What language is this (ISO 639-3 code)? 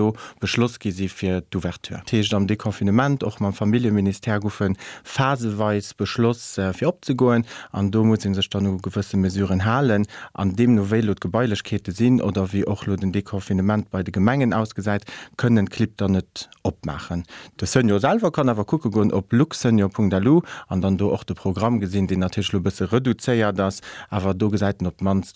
ltz